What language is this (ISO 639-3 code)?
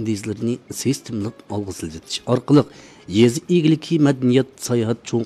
uig